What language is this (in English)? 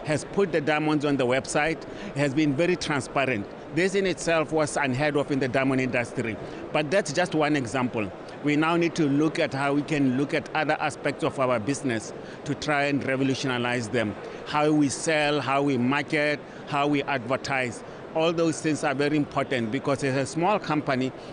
Tswana